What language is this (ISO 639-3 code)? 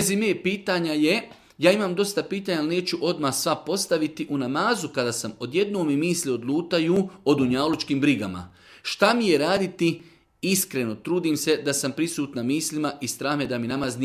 bos